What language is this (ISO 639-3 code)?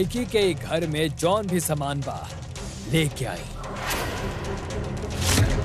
bho